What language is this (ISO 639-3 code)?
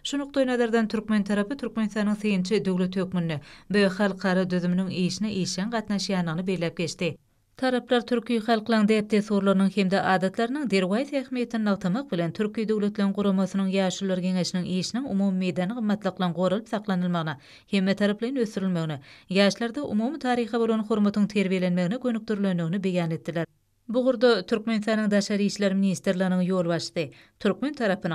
tuk